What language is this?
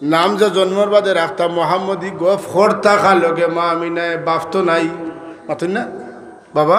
Sylheti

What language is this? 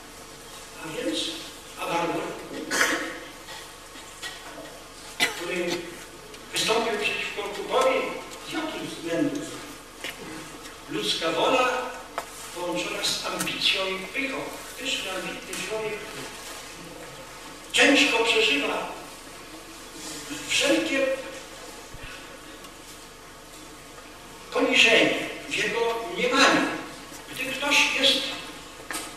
Polish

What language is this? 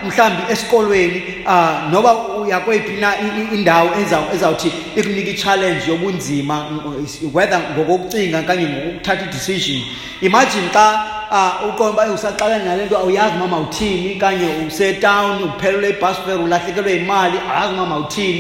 Xhosa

